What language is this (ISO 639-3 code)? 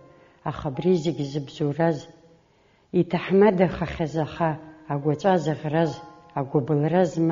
abk